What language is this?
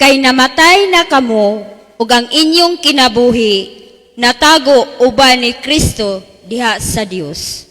Cebuano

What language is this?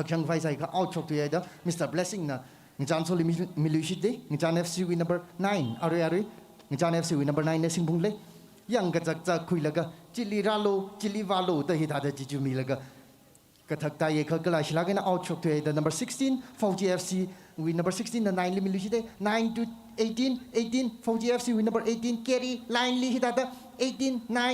Tangkhul Naga (India)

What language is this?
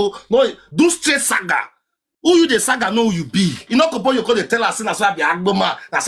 Nigerian Pidgin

